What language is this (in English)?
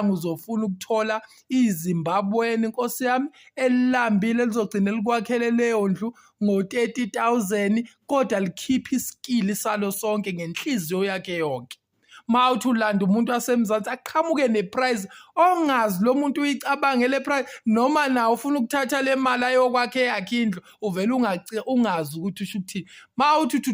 Zulu